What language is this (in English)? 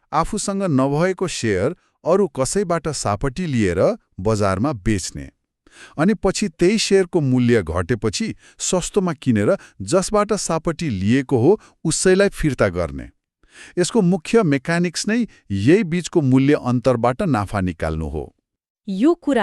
Nepali